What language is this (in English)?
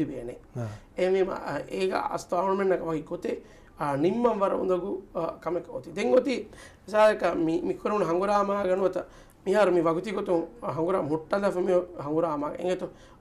Divehi